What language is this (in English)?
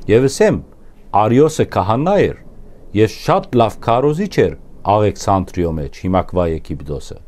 Western Armenian